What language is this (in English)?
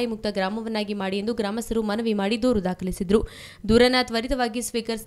Kannada